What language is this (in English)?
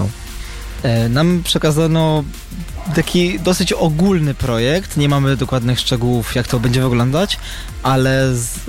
Polish